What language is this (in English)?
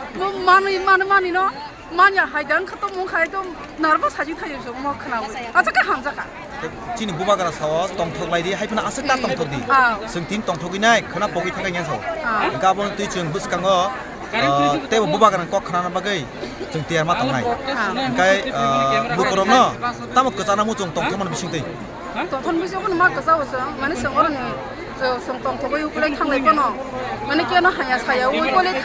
Kok Borok